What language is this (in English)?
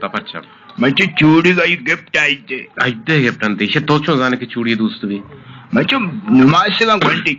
Eastern Balochi